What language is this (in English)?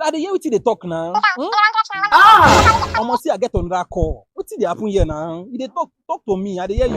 Nigerian Pidgin